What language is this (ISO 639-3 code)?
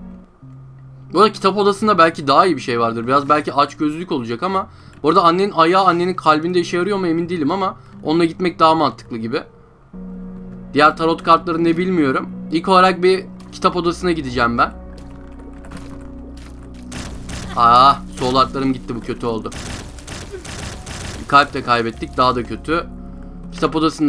tur